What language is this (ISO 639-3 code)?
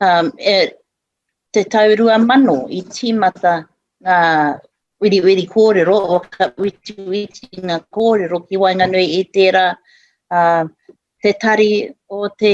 mri